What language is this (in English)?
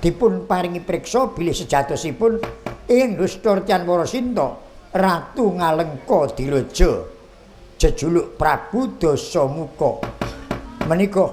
Javanese